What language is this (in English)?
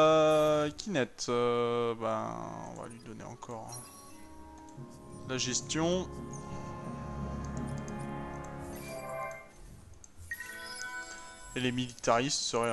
French